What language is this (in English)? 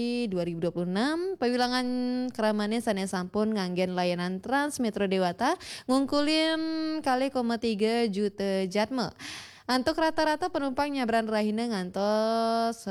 Balinese